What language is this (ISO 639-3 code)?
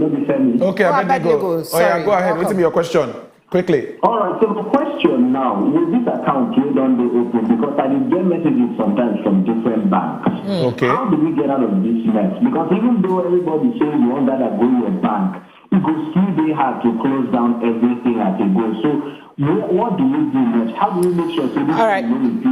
pcm